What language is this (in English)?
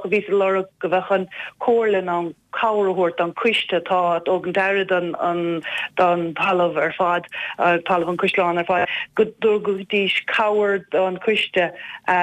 Irish